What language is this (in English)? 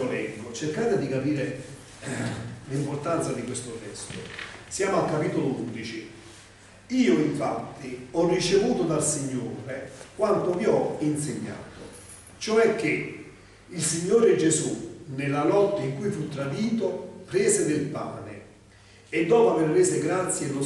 Italian